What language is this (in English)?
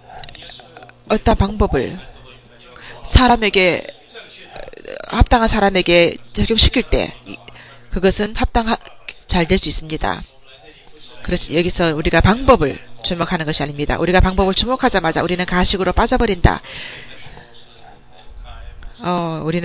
Korean